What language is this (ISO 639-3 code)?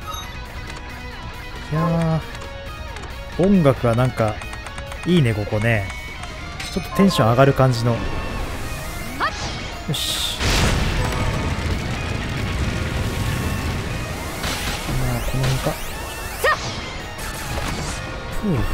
jpn